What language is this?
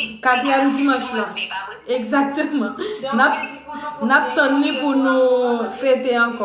Haitian Creole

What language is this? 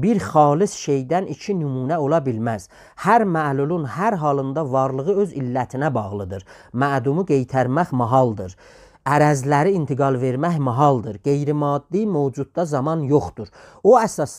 South Azerbaijani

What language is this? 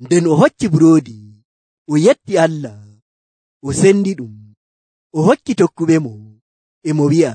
Nigerian Fulfulde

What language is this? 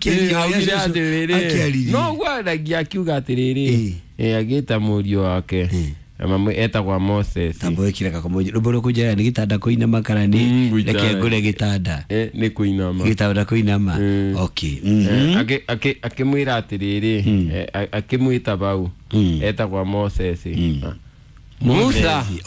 Kikuyu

